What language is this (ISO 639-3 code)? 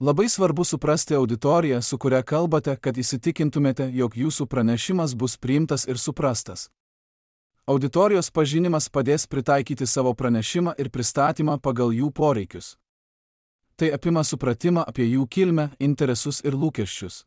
lit